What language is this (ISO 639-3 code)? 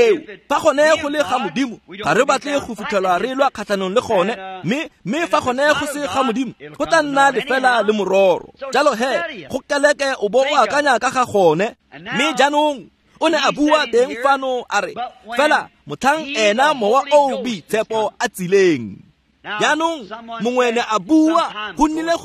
tsn